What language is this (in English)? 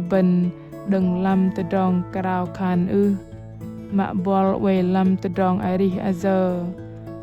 Bahnar